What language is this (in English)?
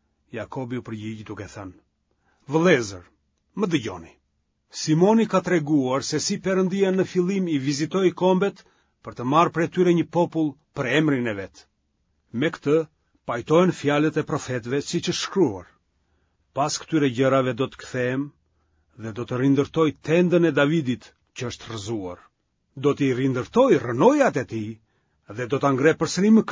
Albanian